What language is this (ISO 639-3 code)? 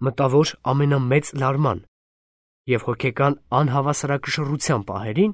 hye